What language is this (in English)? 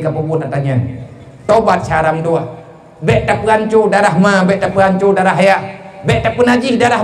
Achinese